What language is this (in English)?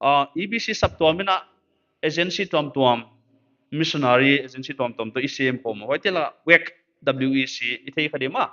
Paite Chin